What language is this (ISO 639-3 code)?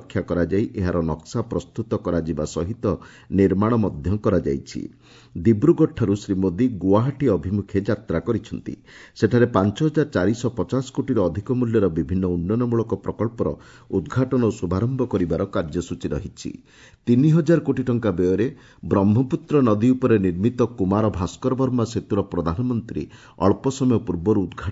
ori